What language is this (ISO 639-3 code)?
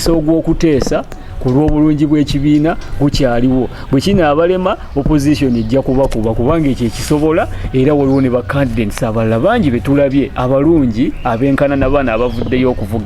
lug